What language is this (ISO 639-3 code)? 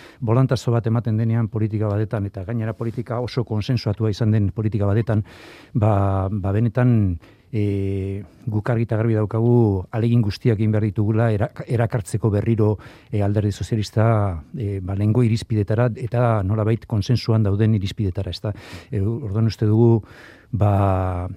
eus